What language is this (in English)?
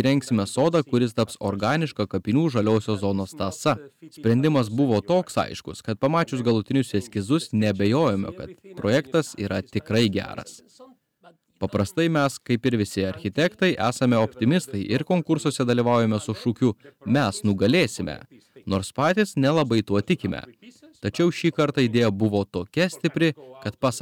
Lithuanian